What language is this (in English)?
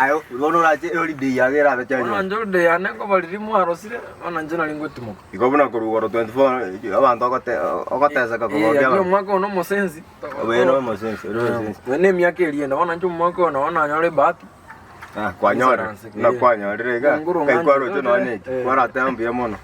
Gusii